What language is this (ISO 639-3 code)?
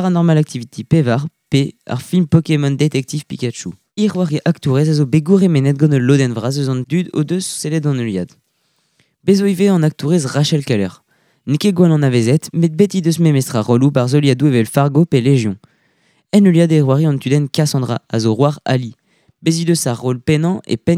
bre